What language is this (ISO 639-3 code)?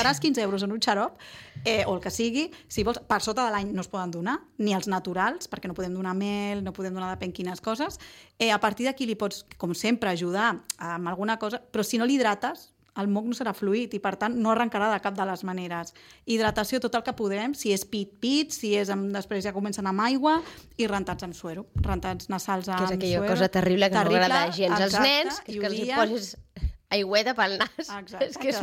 cat